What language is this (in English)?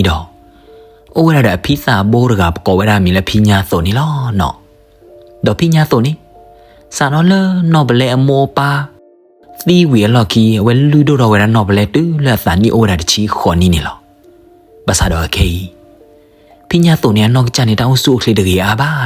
S'gaw Karen